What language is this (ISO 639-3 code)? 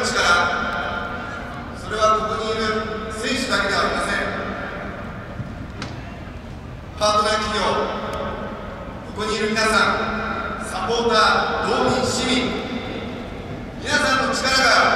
jpn